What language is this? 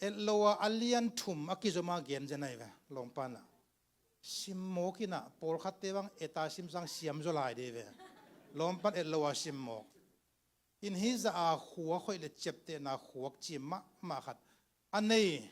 Tedim Chin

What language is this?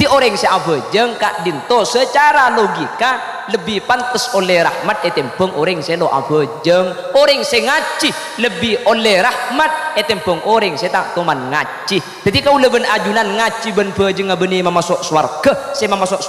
Madurese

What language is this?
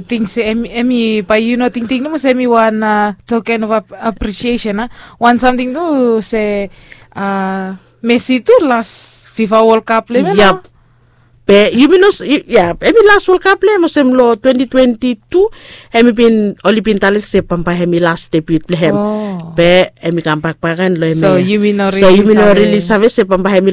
Bislama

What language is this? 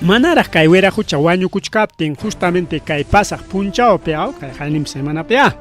Ayacucho Quechua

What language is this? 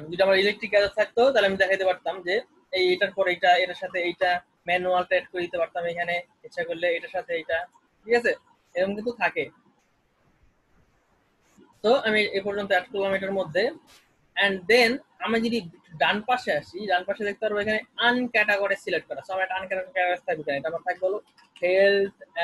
Bangla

